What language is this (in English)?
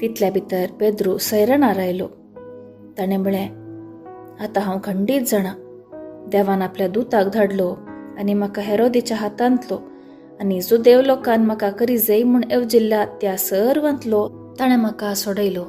Konkani